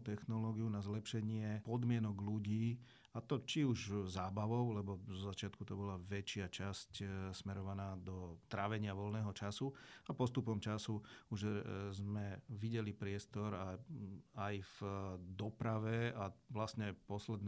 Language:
Slovak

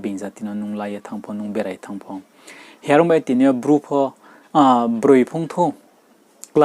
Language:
Riang (India)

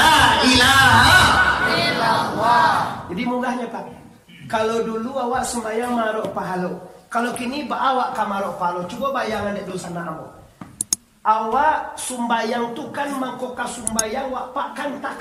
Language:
Minangkabau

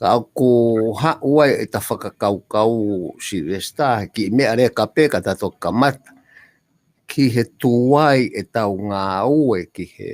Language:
Tongan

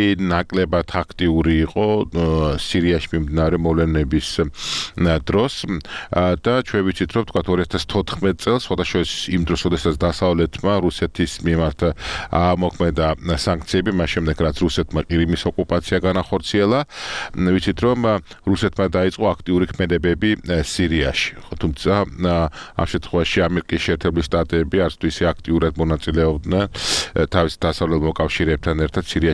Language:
Georgian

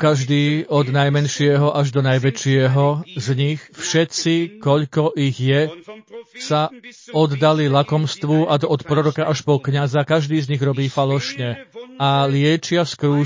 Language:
Slovak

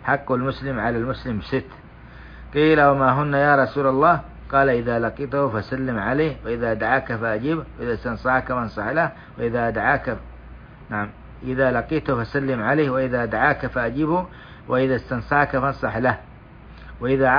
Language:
Arabic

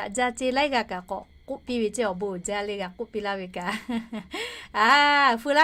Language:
Lahu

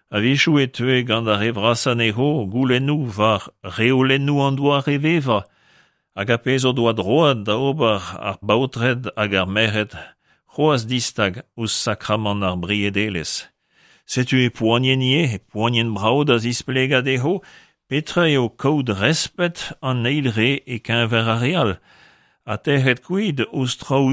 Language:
Breton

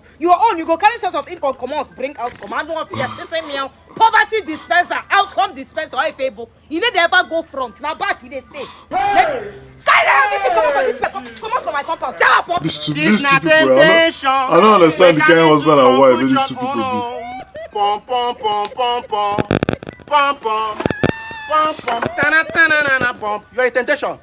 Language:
Nigerian Pidgin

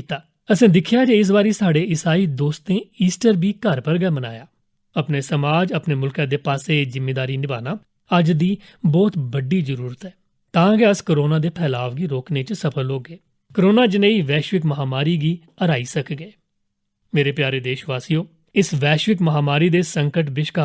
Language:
Dogri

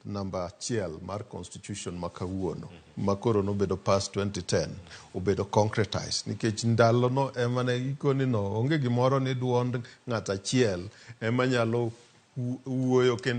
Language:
Luo (Kenya and Tanzania)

